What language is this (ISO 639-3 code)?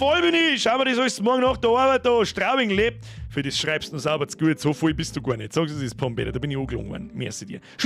bar